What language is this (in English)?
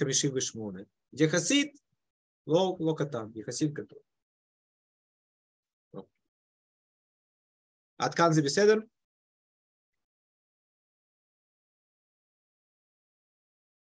Hebrew